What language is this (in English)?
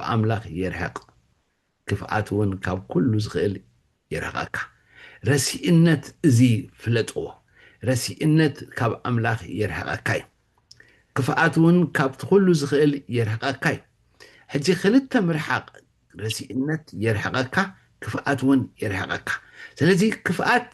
Tigrinya